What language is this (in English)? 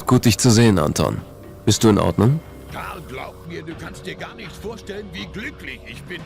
Bavarian